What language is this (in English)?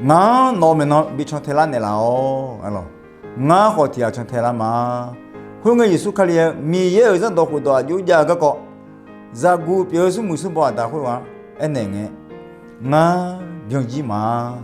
Akha